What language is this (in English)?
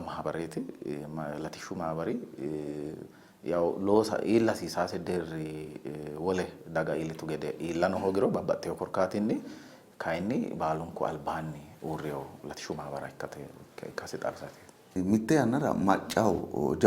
Sidamo